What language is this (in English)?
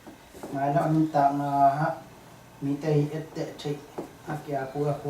Tedim Chin